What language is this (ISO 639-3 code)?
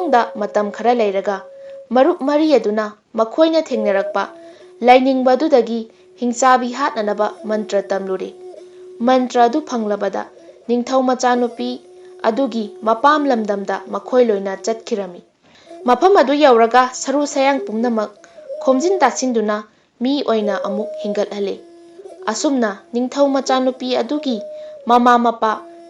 mni